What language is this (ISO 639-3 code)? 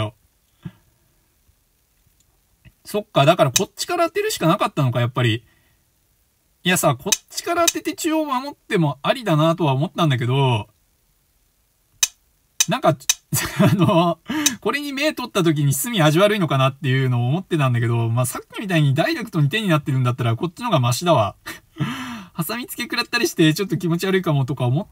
jpn